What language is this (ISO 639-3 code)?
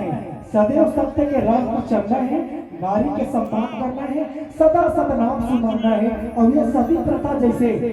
hne